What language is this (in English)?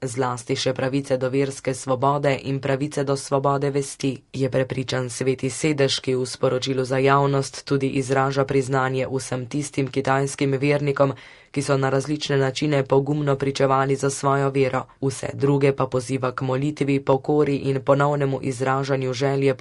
Slovenian